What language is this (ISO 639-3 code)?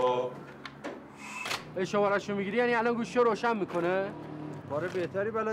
fas